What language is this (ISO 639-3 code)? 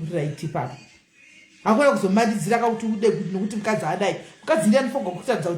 sna